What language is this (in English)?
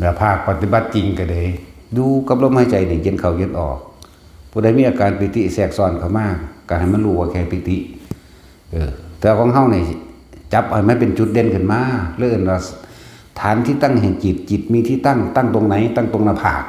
Northeastern Thai